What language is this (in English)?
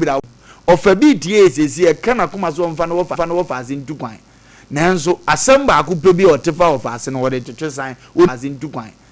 Akan